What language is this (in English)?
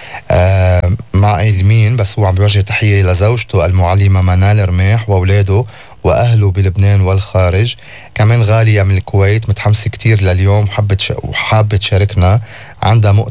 North Levantine Arabic